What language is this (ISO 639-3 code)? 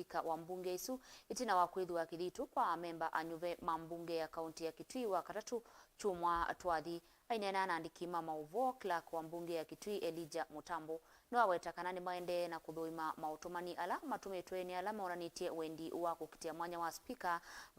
kam